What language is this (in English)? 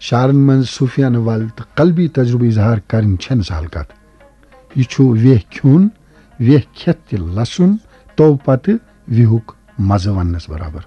Kashmiri